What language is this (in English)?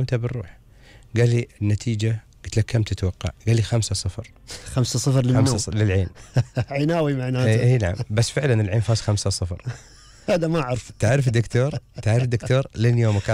Gulf Arabic